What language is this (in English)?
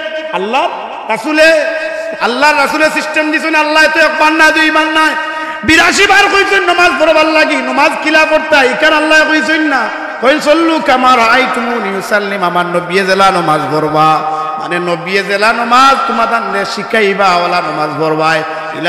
Sylheti